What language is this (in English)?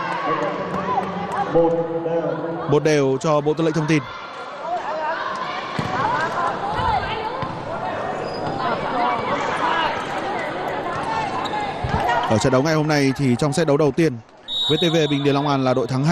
Vietnamese